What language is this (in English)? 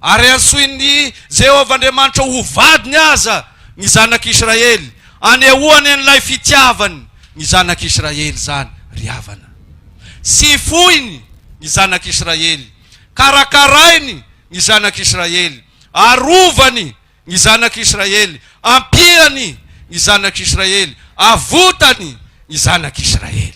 Malagasy